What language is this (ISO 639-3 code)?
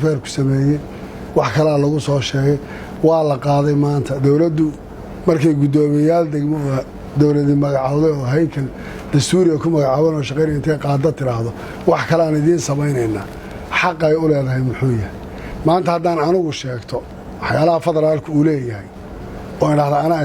som